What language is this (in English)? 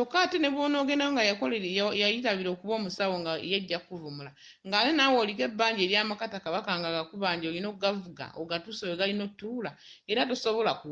Ganda